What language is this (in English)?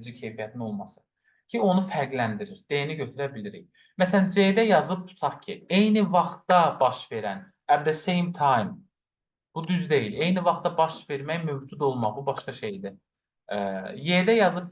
Azerbaijani